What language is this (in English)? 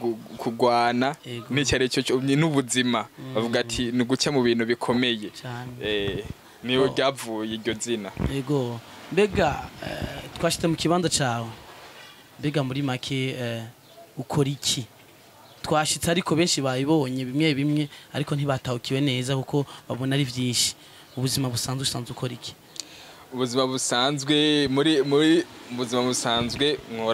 Rundi